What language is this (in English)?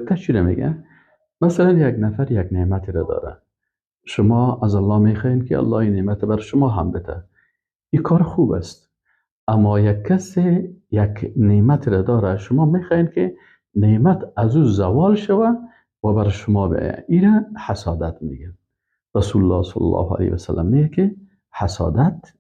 Persian